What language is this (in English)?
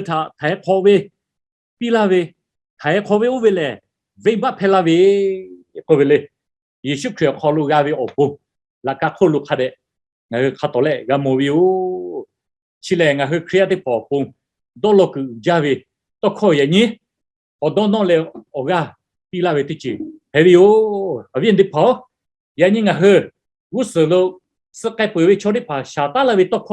Lahu